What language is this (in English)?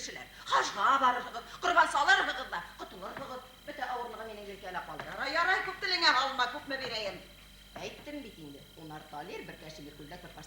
Bashkir